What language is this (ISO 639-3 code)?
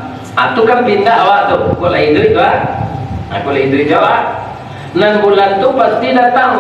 min